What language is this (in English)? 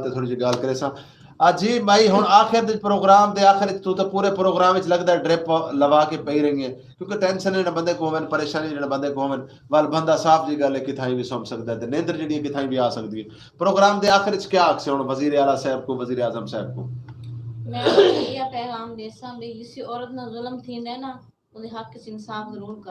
Saraiki